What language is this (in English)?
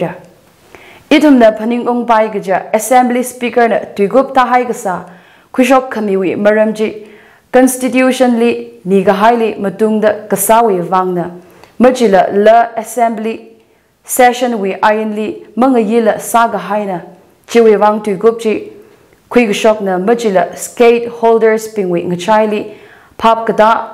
Tangkhul Naga (India)